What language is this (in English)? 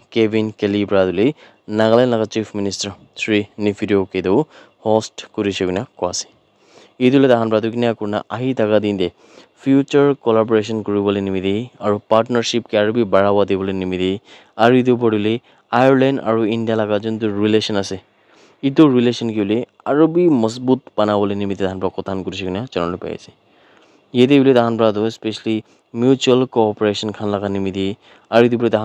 Naga Pidgin